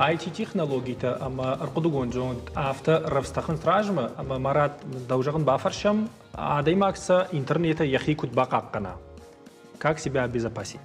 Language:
Ossetic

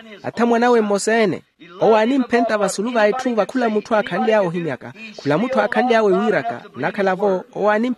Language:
Makhuwa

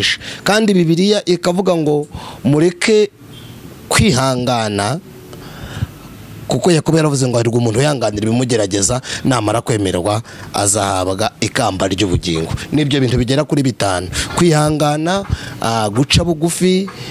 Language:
Kinyarwanda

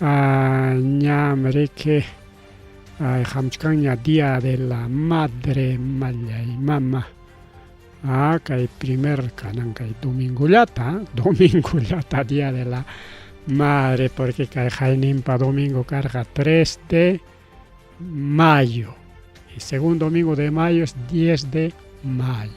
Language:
Ayacucho Quechua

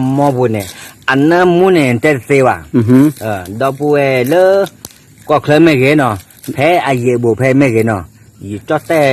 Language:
S'gaw Karen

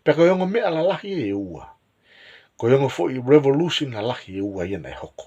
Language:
Tongan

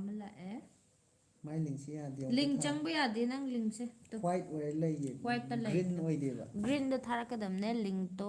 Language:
Manipuri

